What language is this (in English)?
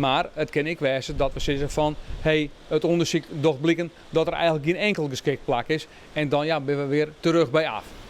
Western Frisian